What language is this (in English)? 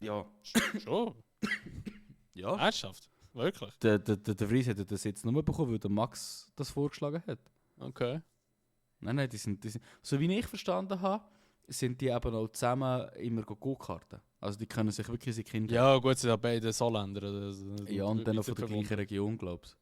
Swiss German